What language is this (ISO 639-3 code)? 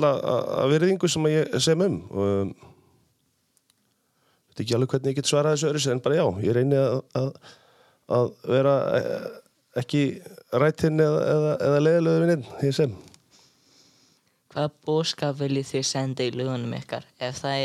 isl